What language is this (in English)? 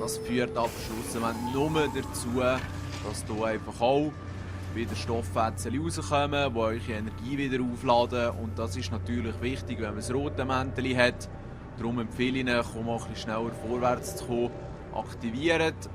Swiss German